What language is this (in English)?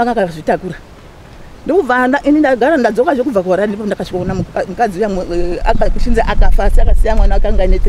Shona